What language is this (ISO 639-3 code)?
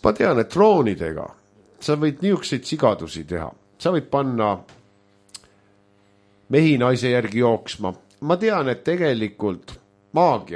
est